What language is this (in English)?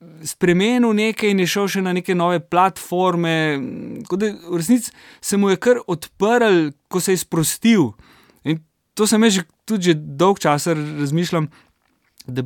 Slovenian